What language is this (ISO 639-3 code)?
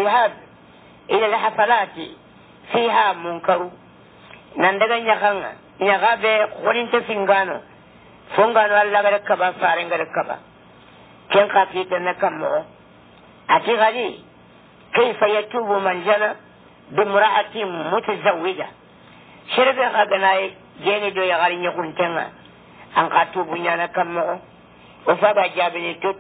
ful